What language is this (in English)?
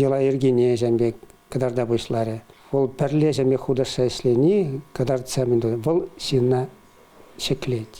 Chuvash